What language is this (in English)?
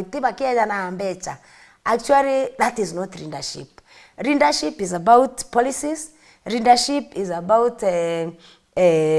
Meru